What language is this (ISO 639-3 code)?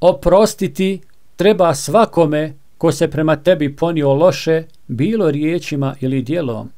bos